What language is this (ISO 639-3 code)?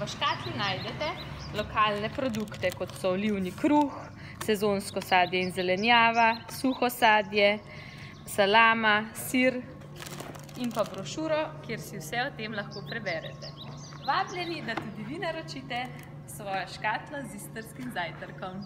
slv